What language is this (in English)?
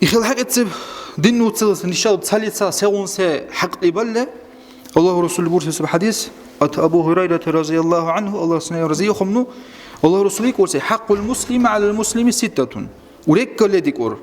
Dargwa